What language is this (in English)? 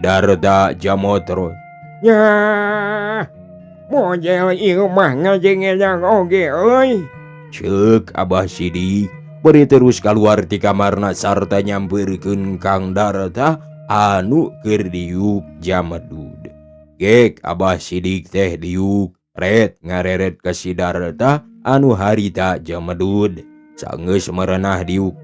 Sundanese